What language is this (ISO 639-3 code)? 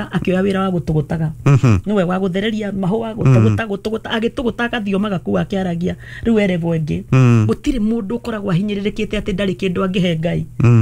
kik